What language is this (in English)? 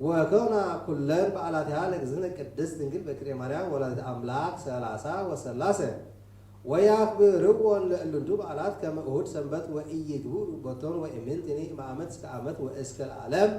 Geez